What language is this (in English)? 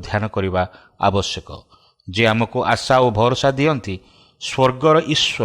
Odia